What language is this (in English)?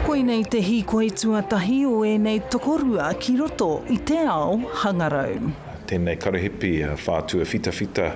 Māori